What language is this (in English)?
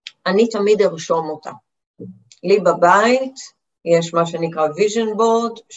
Hebrew